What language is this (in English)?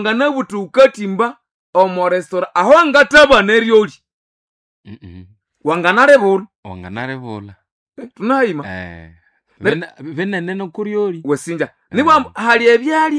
Nande